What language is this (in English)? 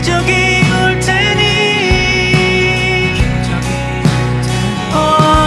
Korean